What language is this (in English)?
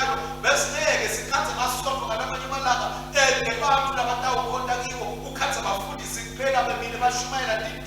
Swati